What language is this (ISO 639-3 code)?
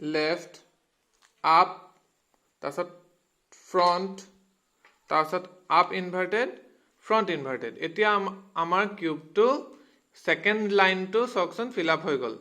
asm